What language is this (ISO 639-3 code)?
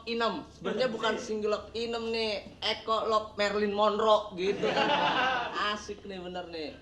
bew